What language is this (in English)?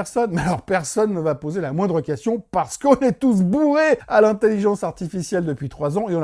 French